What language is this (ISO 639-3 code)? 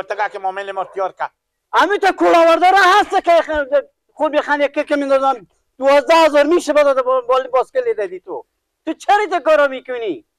fas